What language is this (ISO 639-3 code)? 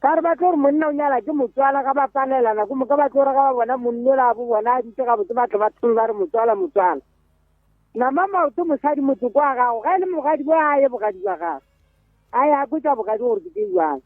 nso